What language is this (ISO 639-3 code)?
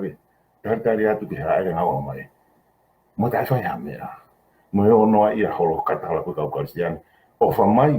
ton